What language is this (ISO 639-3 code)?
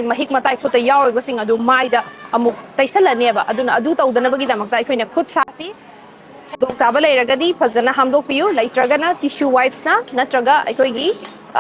mni